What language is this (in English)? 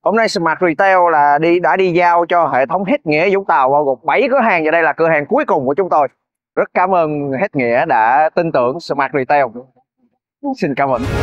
Vietnamese